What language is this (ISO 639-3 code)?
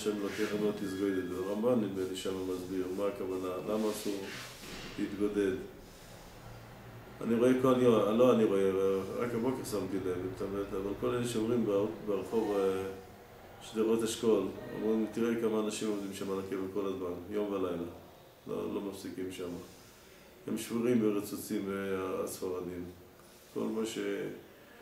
heb